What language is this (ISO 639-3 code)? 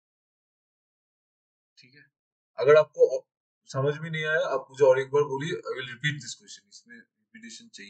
hin